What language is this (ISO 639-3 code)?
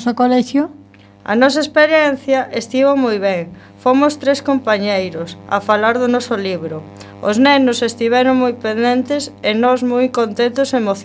glg